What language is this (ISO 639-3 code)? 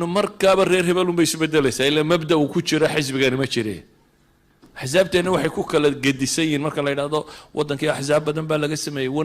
som